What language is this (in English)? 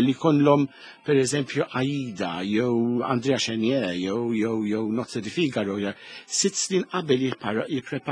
Maltese